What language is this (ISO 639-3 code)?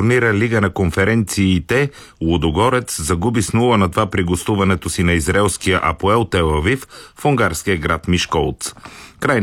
bul